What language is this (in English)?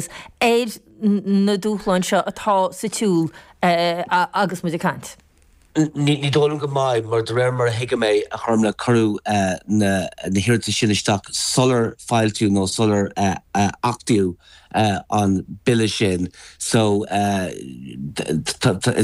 Irish